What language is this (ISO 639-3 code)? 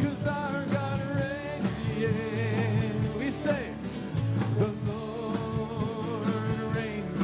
ewe